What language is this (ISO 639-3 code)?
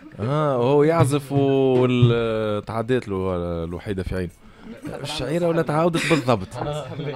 aeb